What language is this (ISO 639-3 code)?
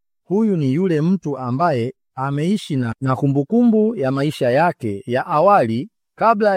swa